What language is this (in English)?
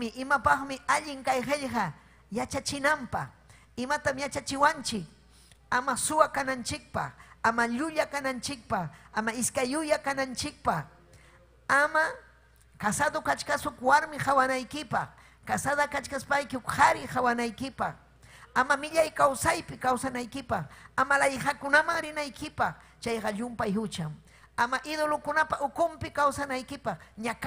Ayacucho Quechua